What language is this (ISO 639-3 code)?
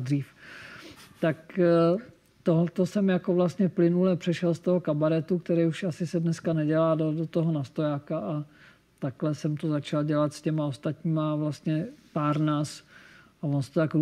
ces